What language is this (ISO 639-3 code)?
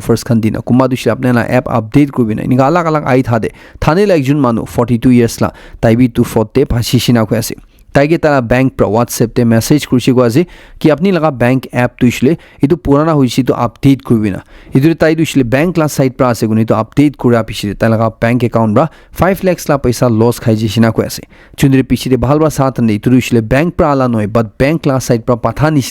nag